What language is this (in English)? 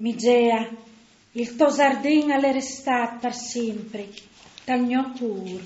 Friulian